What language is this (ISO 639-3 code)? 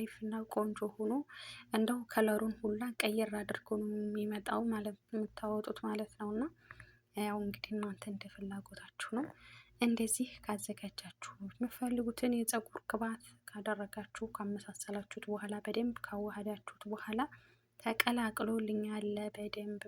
amh